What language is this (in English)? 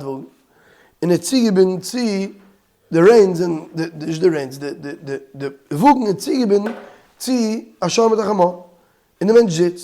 Yiddish